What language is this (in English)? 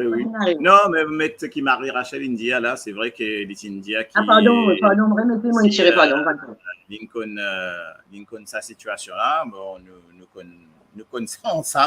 Morisyen